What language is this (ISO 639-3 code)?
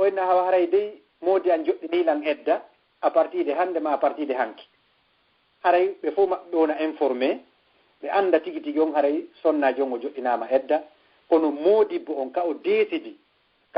ful